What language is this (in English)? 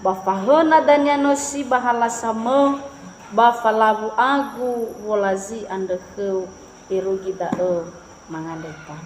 Nias